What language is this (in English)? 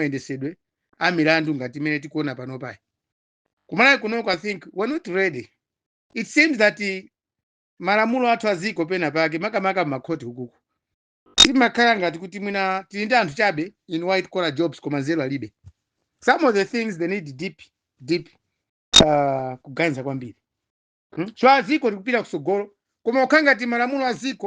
Nyanja